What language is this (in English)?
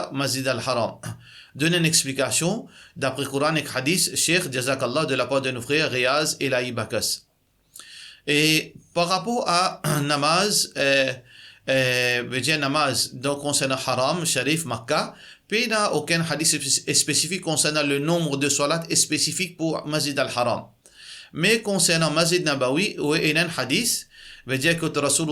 Morisyen